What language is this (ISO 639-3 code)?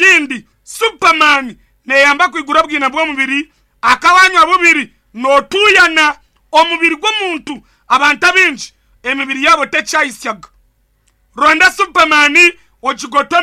nyn